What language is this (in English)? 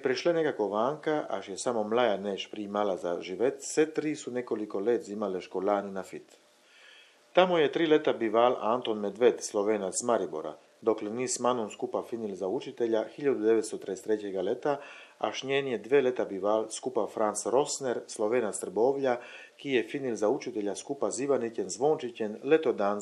Chakavian